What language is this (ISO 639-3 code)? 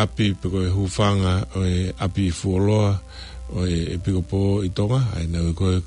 ton